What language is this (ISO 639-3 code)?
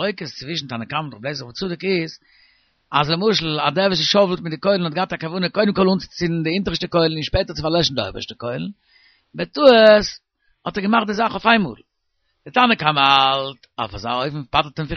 yid